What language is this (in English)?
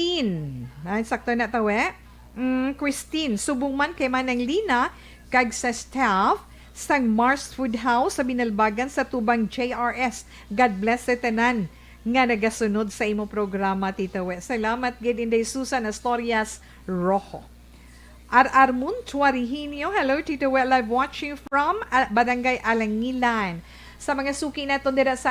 Hiligaynon